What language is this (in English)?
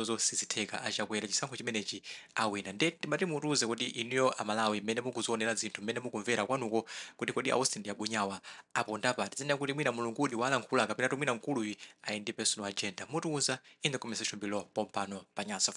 Nyanja